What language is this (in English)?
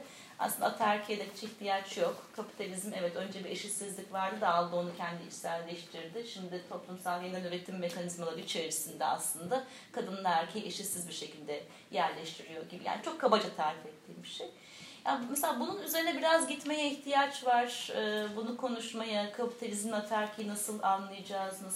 Turkish